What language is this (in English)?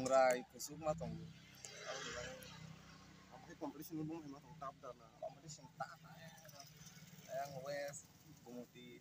Kok Borok